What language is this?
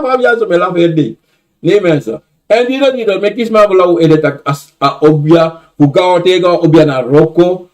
Sranan Tongo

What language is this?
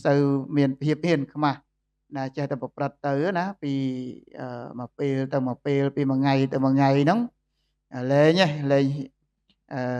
Khmer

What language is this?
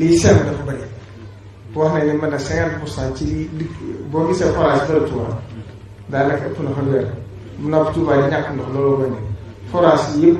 Wolof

